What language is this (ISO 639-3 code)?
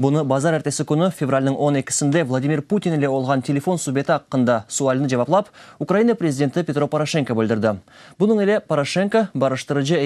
crh